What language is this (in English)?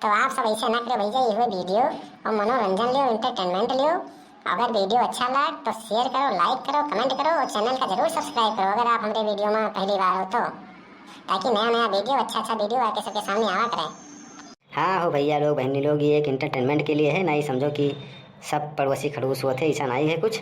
Awadhi